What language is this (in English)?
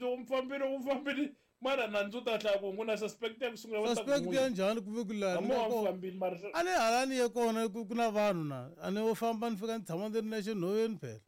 Tsonga